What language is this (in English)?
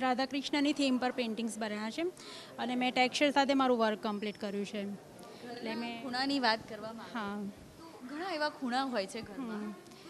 Gujarati